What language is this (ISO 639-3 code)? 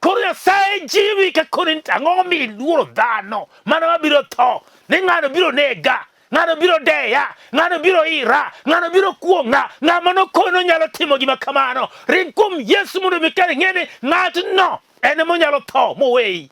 luo